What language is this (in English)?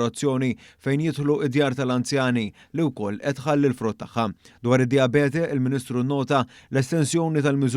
Maltese